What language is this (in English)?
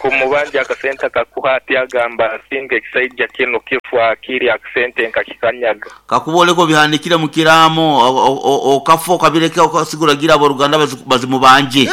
Nyankole